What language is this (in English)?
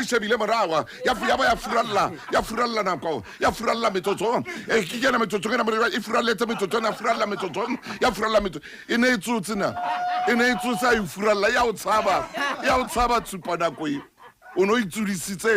Southern Sotho